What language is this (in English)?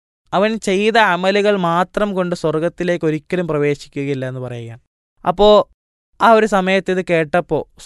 Malayalam